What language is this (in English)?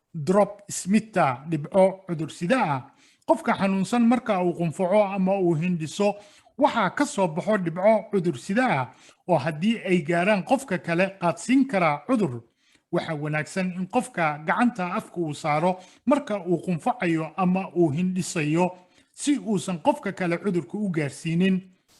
Somali